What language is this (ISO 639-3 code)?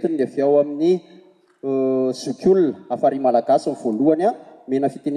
mlg